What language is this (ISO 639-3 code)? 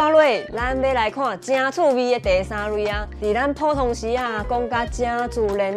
nan